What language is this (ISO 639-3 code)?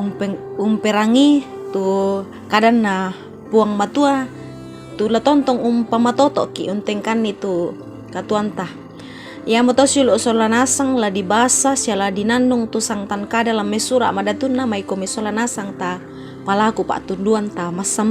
sda